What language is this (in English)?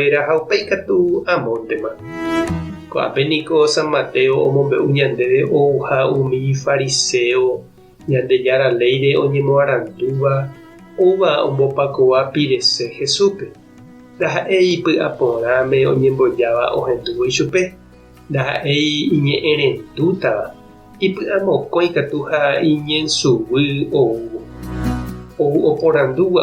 Guarani